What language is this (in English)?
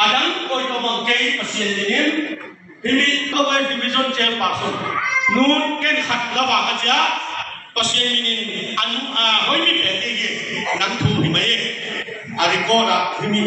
Tedim Chin